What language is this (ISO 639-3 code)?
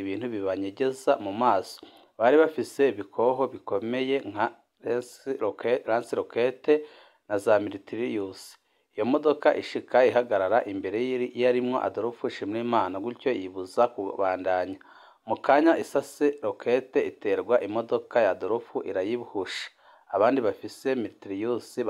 run